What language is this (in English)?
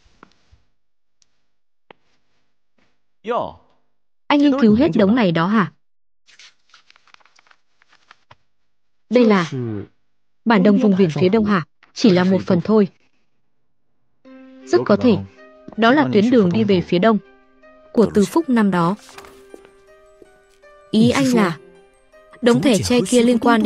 Vietnamese